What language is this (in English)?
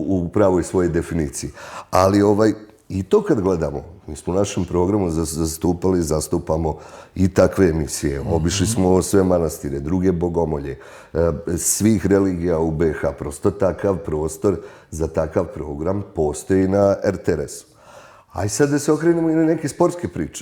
Bosnian